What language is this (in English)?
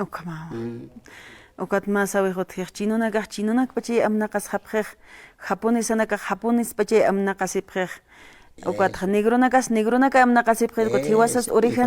Aymara